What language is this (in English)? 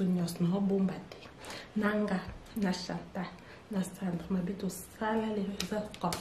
Lingala